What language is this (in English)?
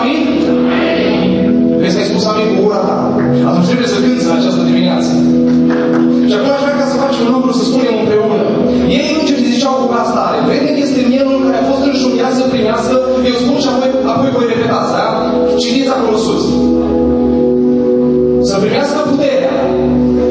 Romanian